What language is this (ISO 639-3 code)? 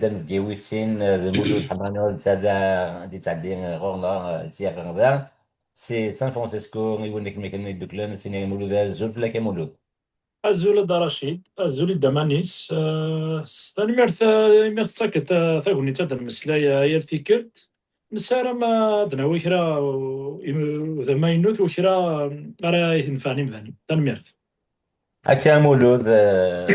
kab